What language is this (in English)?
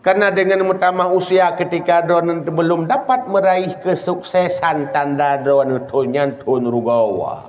Achinese